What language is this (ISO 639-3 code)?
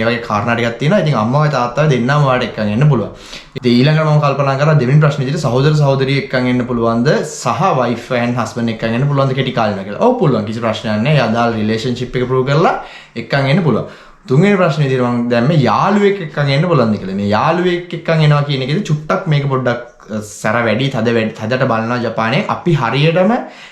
sin